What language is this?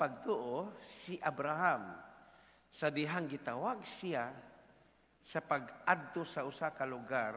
Cebuano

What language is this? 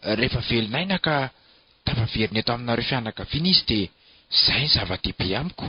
Malagasy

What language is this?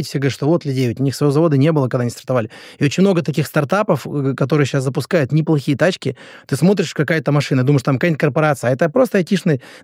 Russian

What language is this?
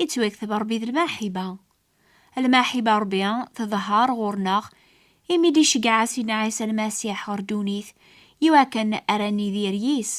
Kabyle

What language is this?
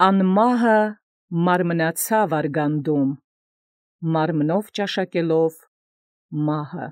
Armenian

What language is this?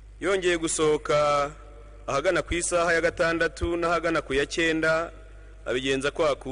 Kinyarwanda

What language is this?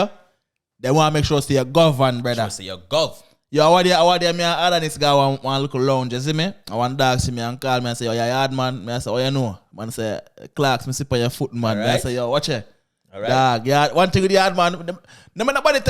Jamaican Creole English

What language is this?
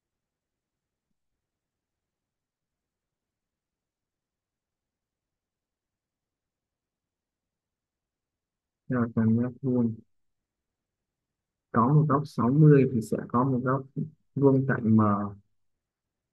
Vietnamese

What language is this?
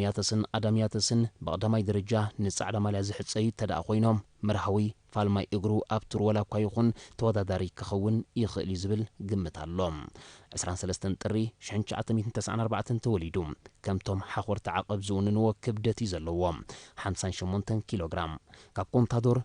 Tigrinya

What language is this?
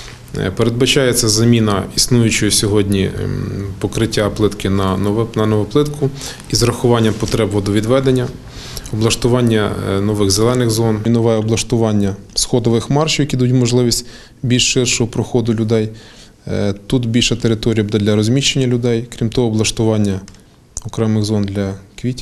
Ukrainian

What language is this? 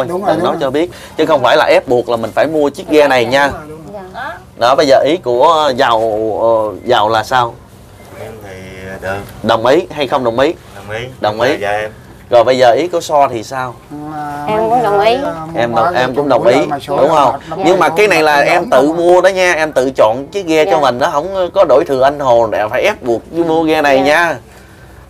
Vietnamese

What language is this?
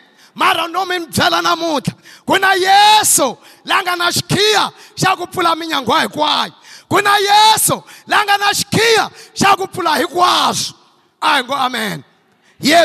Tsonga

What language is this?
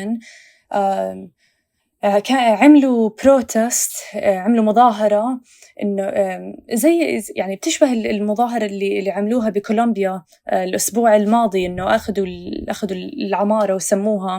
North Levantine Arabic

